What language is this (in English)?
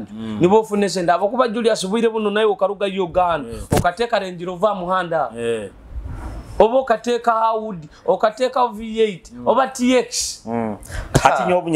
Nyoro